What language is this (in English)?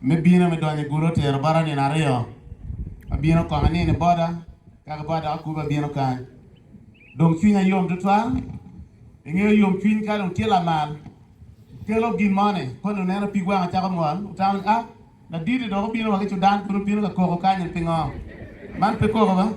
Acoli